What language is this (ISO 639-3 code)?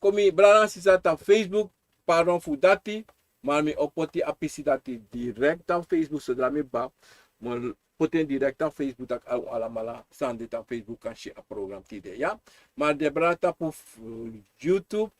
srn